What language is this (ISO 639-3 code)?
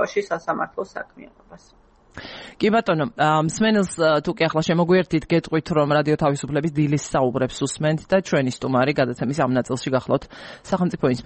kat